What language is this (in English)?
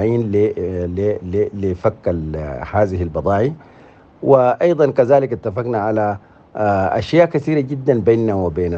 Sudanese Arabic